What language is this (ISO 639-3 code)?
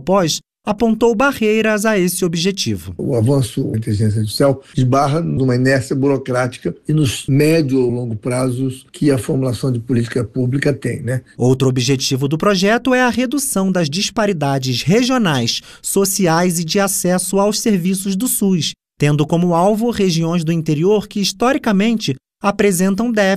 por